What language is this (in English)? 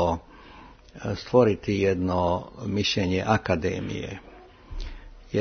Croatian